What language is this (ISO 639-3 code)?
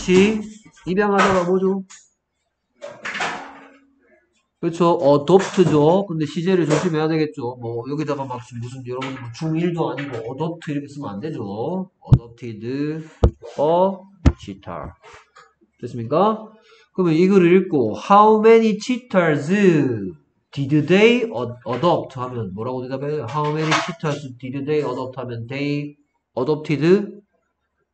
kor